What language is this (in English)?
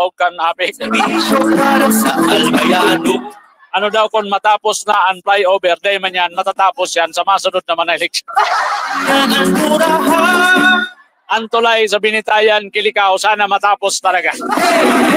Bikol